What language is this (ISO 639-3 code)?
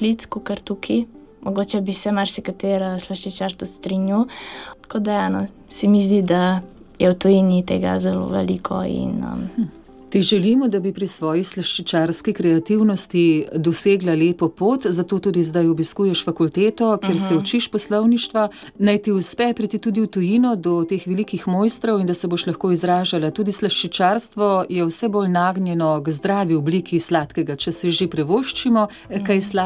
slv